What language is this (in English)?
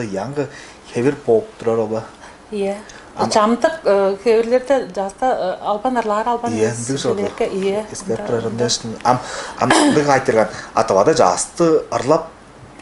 Tuvinian